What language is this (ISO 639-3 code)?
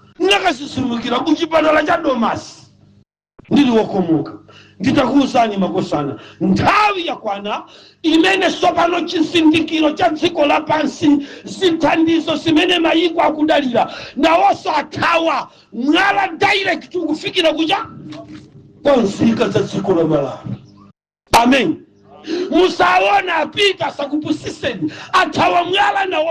nya